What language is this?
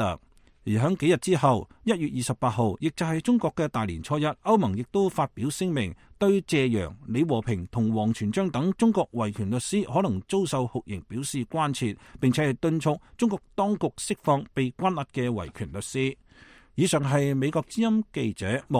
Cantonese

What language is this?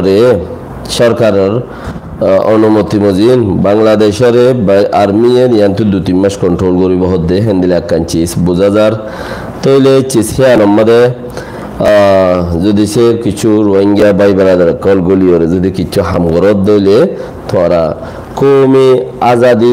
Rohingya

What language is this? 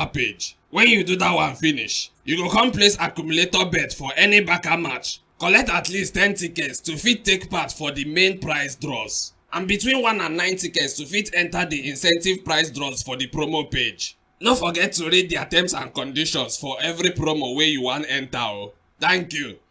Nigerian Pidgin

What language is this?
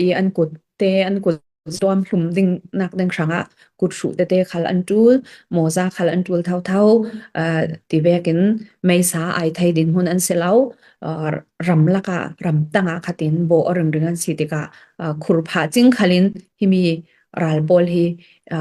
Falam Chin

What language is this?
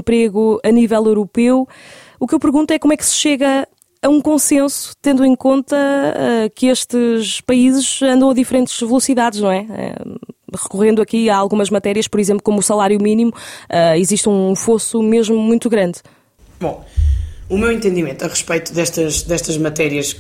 Portuguese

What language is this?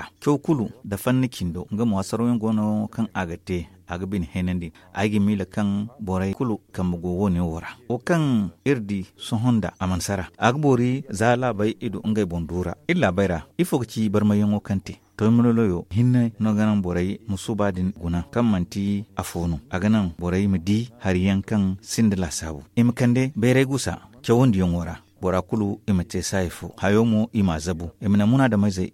Zarma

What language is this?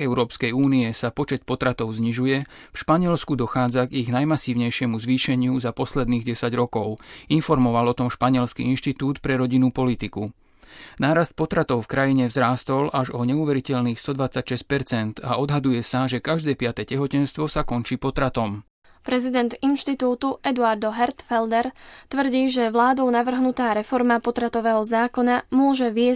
Slovak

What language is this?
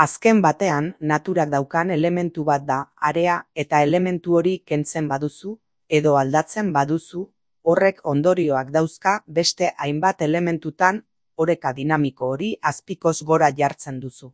Basque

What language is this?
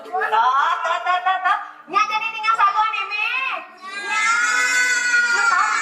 Balinese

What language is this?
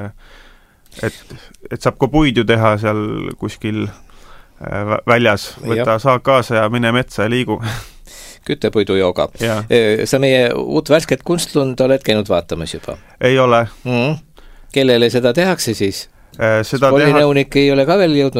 Estonian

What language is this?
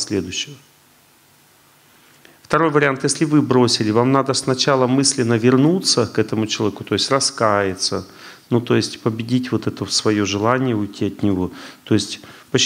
Russian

